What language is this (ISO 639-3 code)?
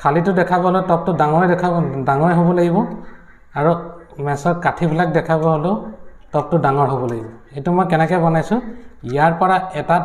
asm